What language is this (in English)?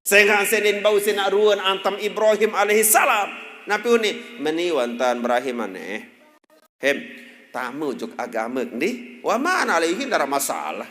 Sasak